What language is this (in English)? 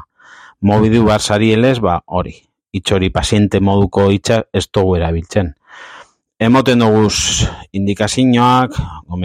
Basque